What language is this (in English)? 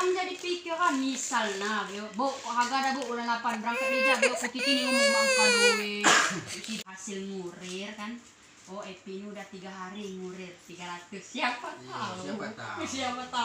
Komering